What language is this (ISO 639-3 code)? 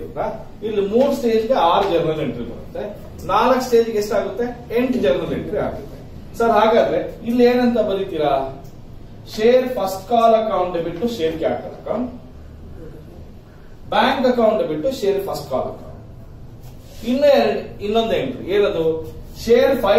kan